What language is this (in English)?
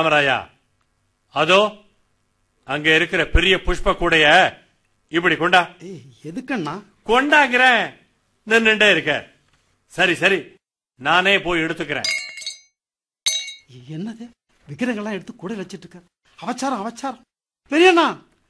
Tamil